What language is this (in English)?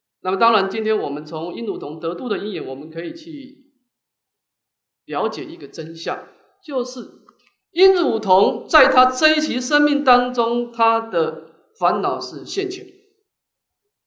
Chinese